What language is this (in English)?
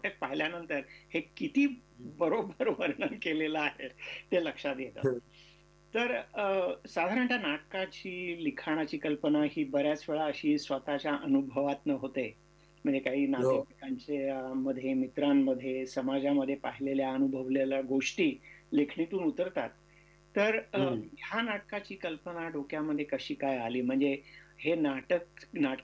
Marathi